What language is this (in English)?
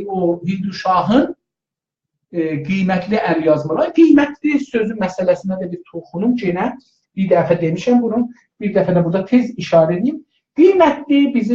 South Azerbaijani